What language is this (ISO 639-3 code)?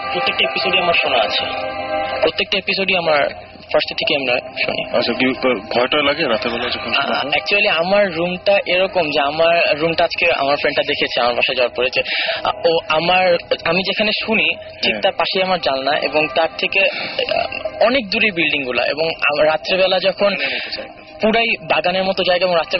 ben